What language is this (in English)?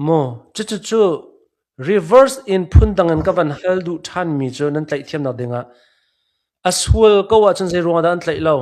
Hakha Chin